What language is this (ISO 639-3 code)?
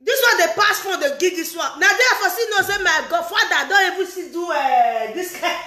pcm